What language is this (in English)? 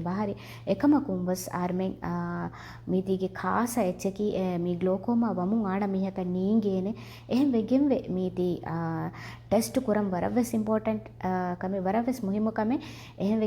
Divehi